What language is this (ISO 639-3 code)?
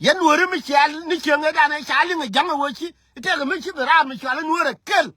nus